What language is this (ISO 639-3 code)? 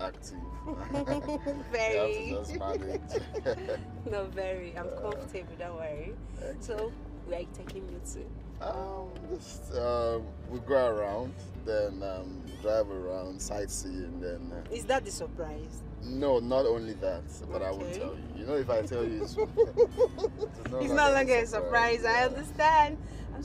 pcm